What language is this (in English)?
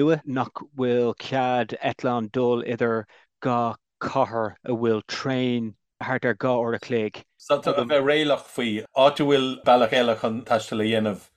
Irish